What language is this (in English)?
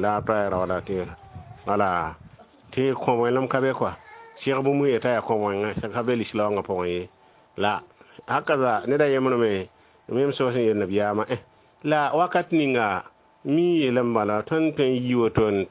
Mossi